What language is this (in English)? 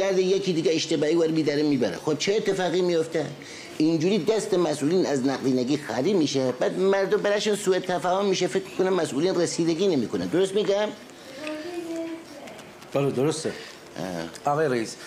Persian